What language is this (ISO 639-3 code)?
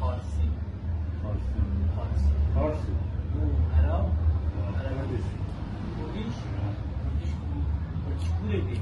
kur